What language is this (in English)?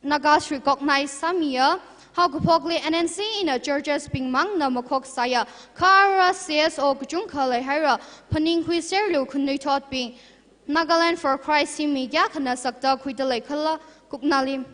Tangkhul Naga (India)